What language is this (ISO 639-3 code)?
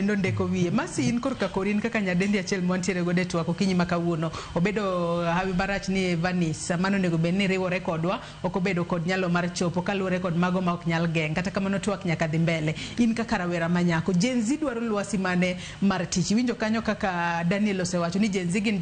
luo